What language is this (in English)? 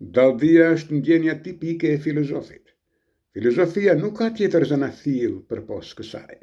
Albanian